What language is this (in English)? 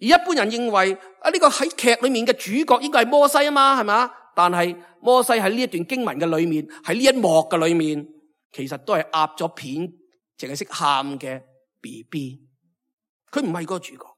Cantonese